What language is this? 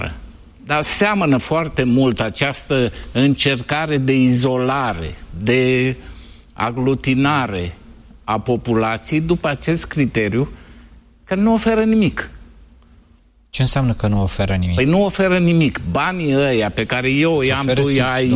Romanian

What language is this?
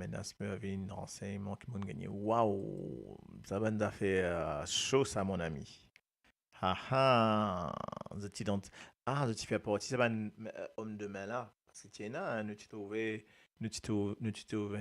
Morisyen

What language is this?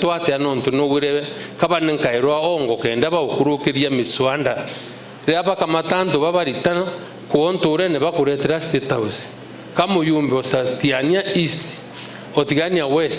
Meru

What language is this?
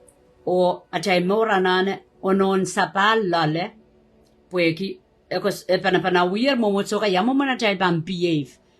Pohnpeian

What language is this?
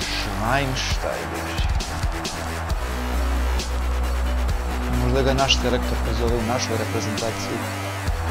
Serbian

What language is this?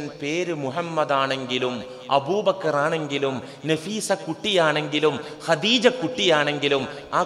Malayalam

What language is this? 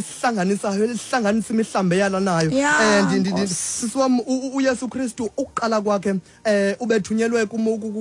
Xhosa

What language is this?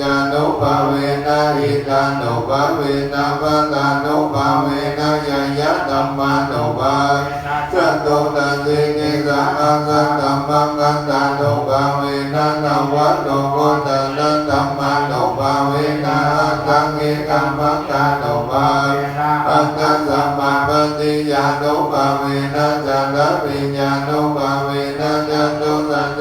Pali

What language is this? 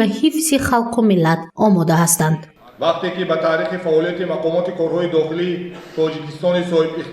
Tajik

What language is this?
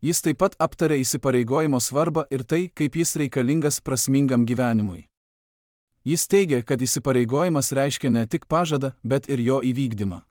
Lithuanian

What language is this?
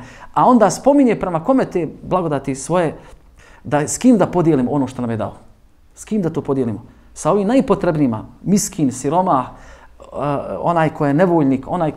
Bosnian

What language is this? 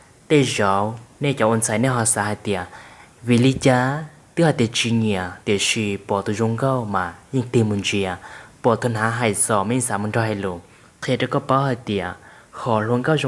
Hmong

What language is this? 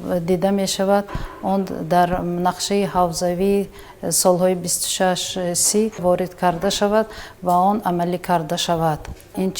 Tajik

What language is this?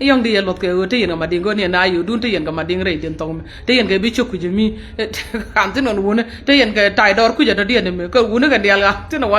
Nuer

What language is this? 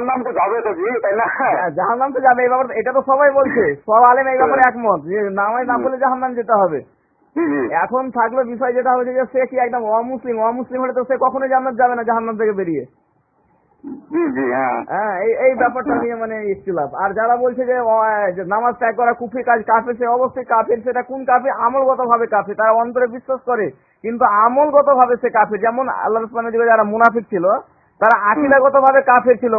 Bangla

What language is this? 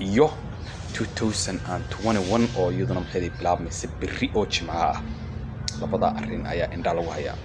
Somali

